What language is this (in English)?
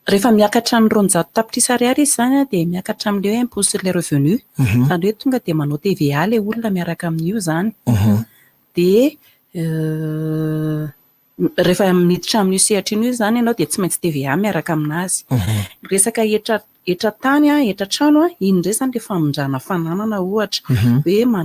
Malagasy